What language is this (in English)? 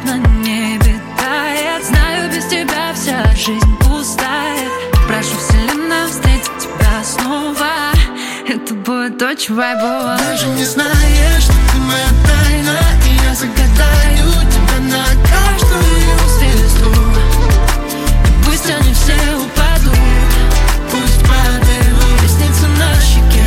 Russian